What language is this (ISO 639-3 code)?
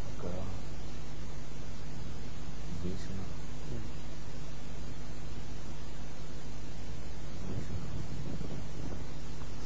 dan